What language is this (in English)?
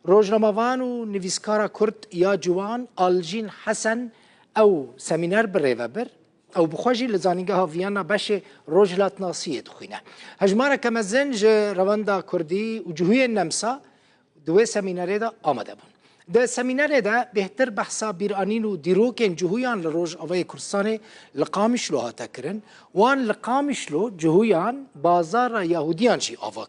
Kurdish